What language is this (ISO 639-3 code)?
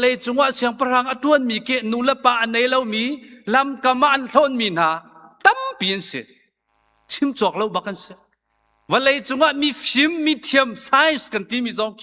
cnh